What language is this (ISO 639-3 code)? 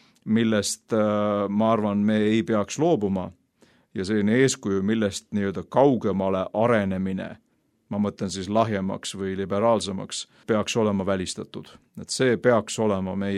est